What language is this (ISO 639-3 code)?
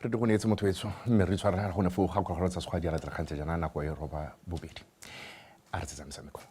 tsn